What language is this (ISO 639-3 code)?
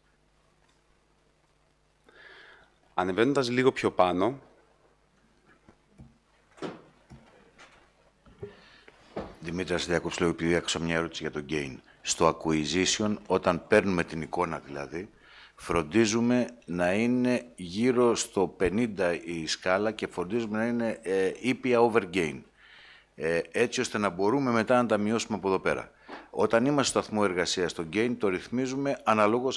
ell